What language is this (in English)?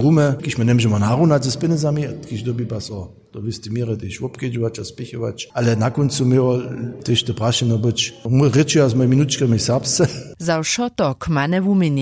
Upper Sorbian